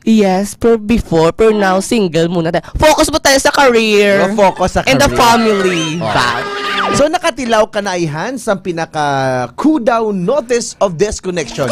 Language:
Hiligaynon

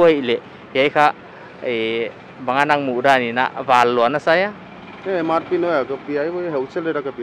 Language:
Paite Chin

